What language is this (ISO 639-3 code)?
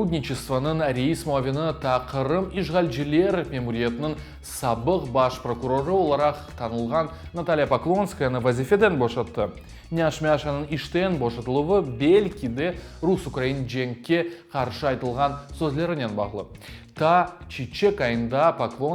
crh